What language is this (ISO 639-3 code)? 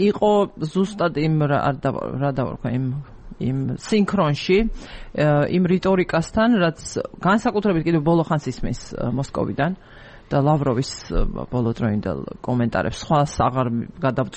kat